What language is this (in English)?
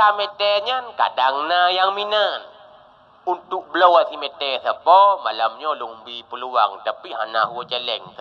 Achinese